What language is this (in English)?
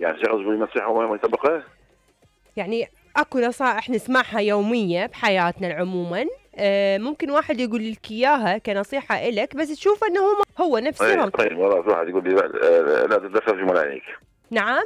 Mesopotamian Arabic